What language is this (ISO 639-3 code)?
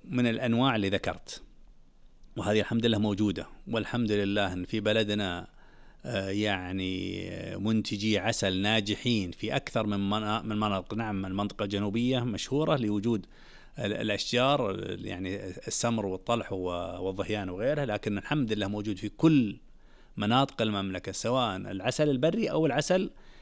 ars